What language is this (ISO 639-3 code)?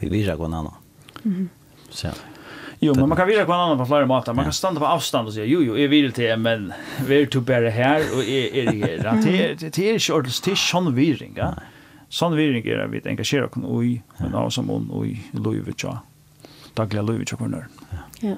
fao